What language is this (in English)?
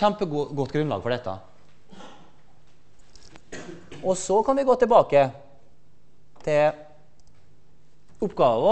Norwegian